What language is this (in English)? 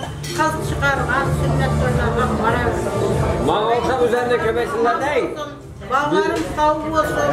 Kara-Kalpak